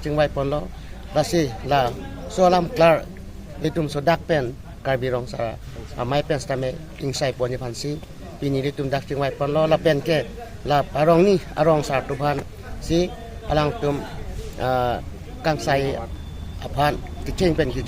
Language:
Karbi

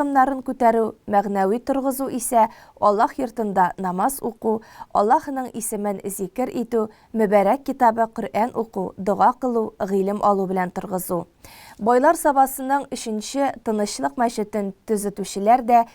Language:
Tatar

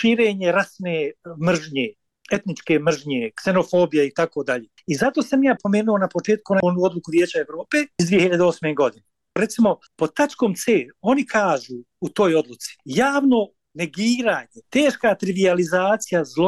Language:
Bosnian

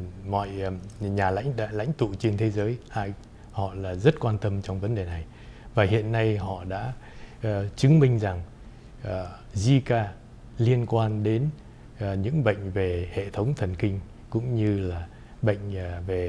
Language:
Vietnamese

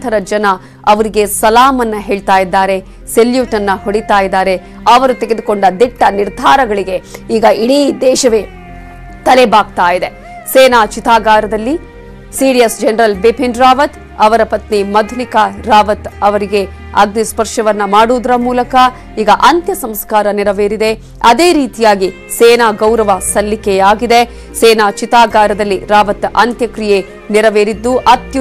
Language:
Kannada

